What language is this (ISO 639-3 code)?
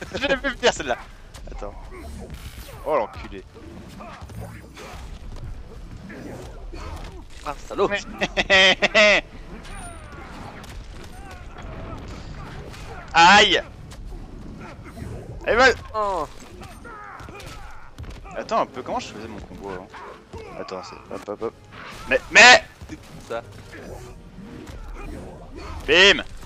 fra